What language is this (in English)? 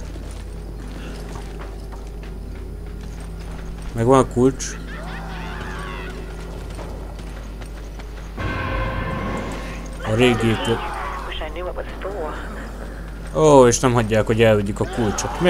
Hungarian